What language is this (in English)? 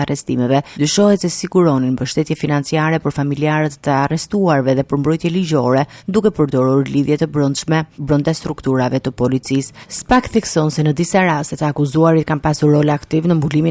Albanian